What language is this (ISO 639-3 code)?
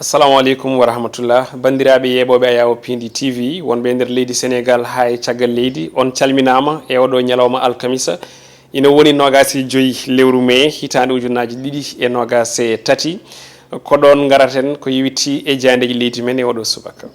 ful